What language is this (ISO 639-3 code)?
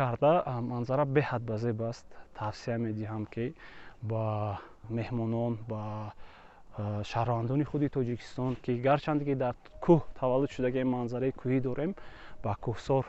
tgk